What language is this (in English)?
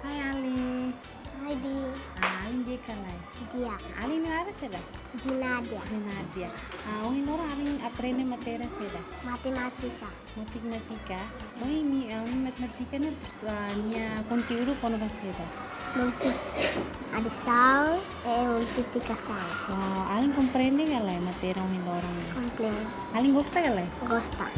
Tetum